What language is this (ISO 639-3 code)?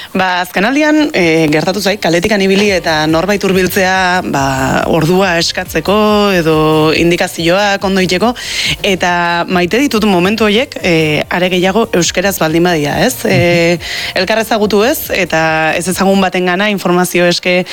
eus